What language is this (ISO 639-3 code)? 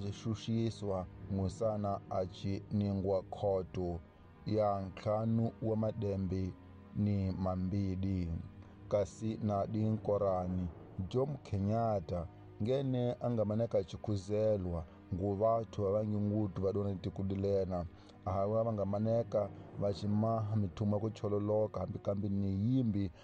tso